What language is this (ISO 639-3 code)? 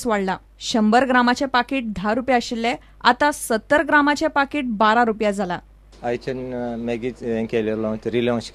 kok